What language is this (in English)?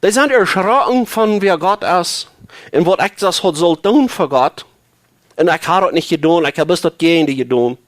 Plautdietsch